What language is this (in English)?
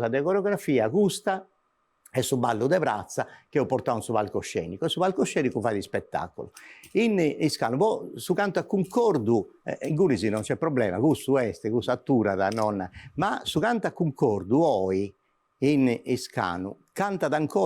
Sardinian